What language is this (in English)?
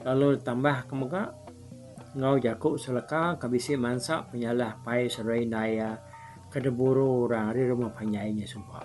Iban